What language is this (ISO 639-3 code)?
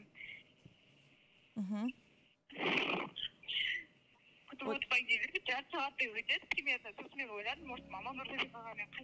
kaz